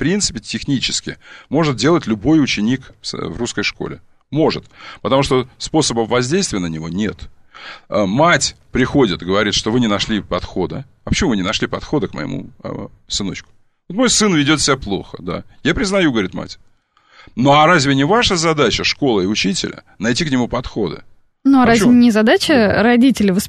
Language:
Russian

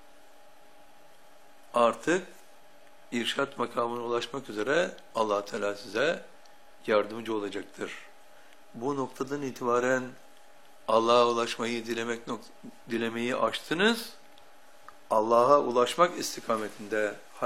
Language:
Turkish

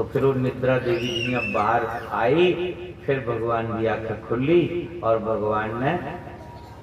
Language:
Dogri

